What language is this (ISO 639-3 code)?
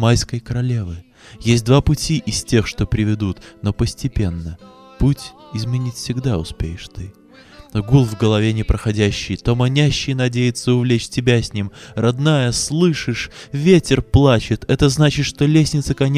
rus